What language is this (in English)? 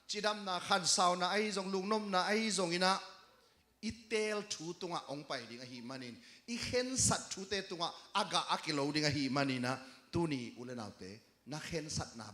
Tedim Chin